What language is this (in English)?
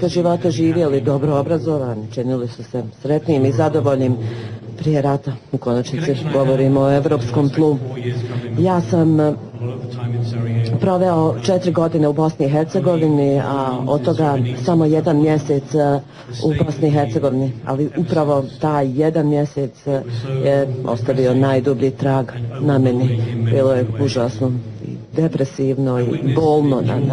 Bosnian